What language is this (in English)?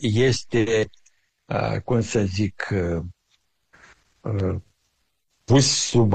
Romanian